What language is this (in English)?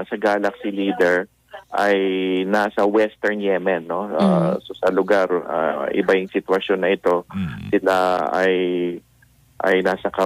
Filipino